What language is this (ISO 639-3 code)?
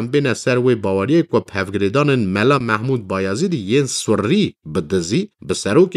kur